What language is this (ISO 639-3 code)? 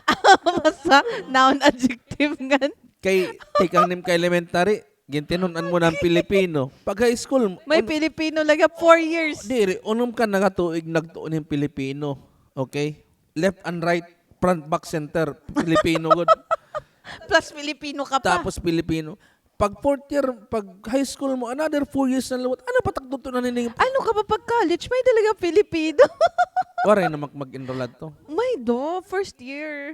war